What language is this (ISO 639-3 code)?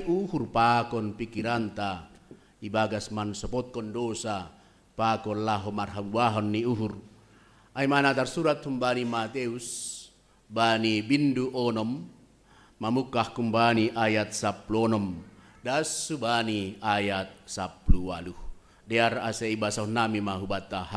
bts